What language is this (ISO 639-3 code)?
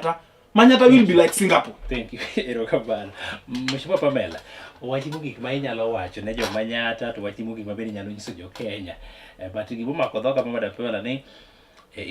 luo